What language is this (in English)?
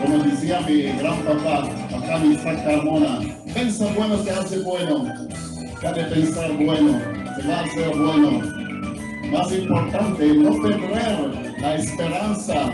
Ladino